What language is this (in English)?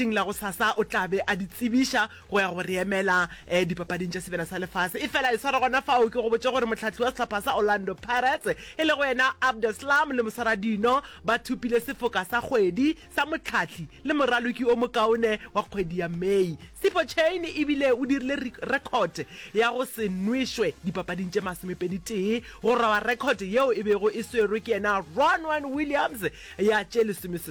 Northern Sotho